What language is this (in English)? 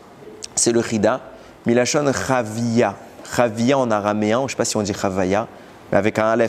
French